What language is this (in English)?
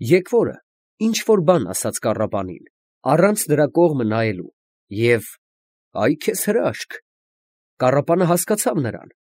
Armenian